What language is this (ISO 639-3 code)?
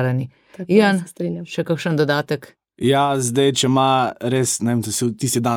slv